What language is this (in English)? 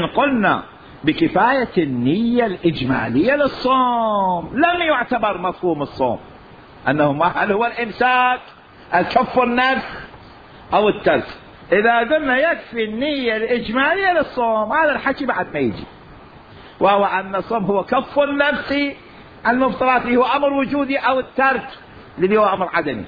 Mesopotamian Arabic